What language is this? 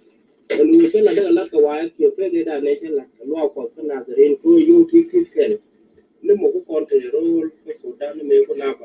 Nuer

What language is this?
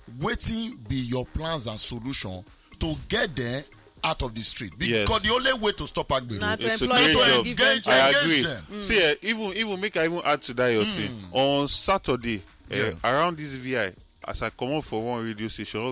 Nigerian Pidgin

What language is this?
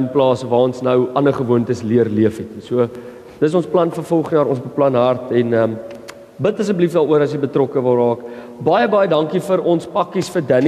Afrikaans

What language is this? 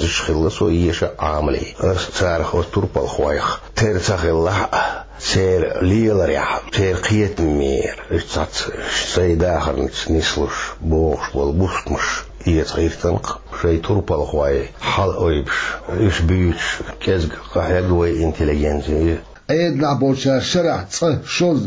Chechen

